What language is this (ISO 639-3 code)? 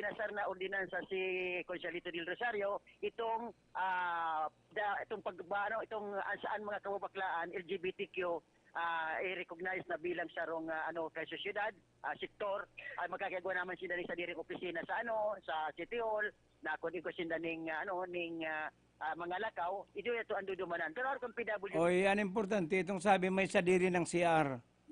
bik